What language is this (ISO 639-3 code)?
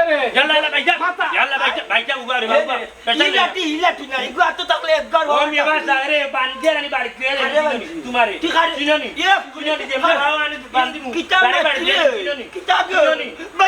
syl